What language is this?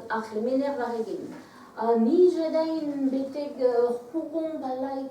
Breton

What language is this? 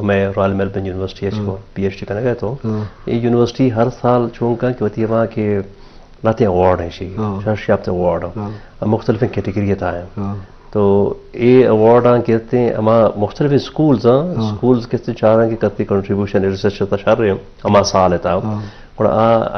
Baluchi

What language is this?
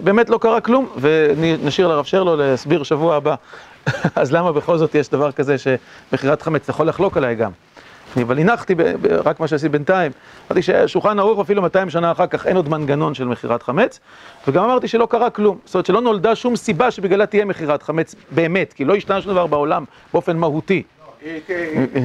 Hebrew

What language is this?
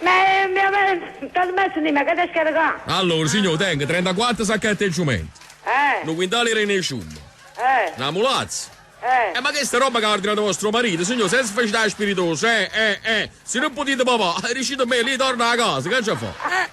Neapolitan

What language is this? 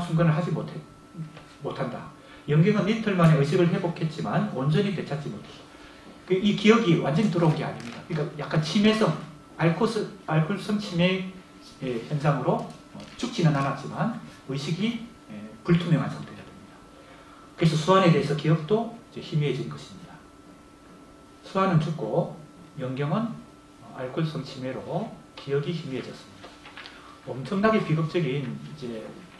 Korean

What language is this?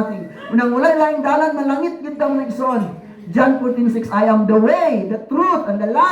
Cebuano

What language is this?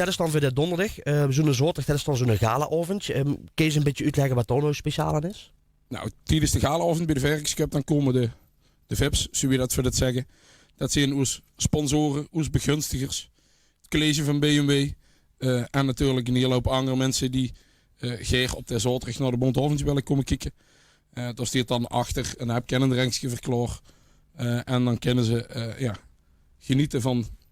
Limburgish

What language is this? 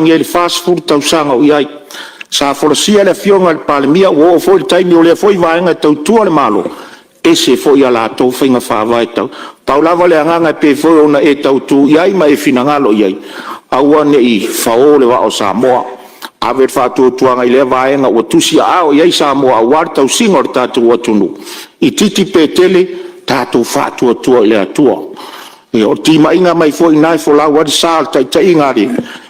Samoan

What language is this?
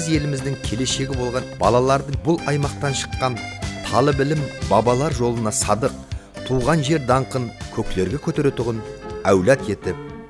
Kara-Kalpak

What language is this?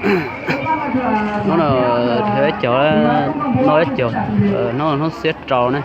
Hmong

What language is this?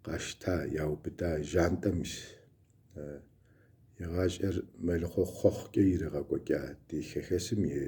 Kabardian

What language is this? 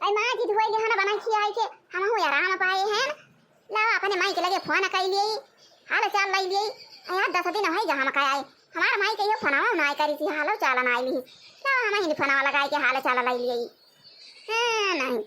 Awadhi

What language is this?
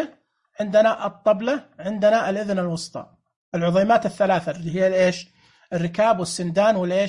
Najdi Arabic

